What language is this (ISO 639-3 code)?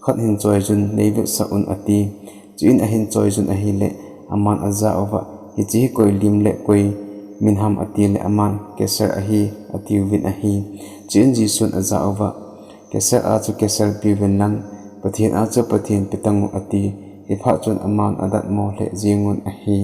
tcz